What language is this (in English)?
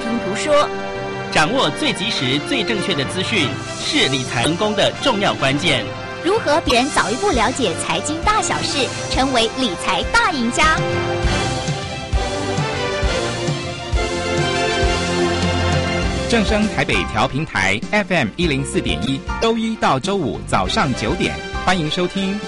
Chinese